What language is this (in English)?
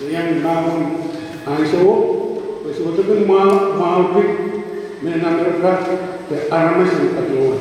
Pohnpeian